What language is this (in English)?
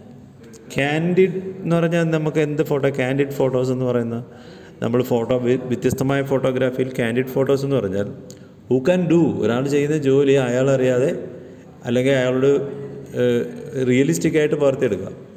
Malayalam